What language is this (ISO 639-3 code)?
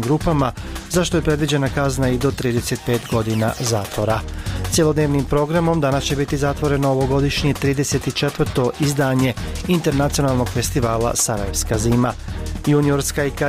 bos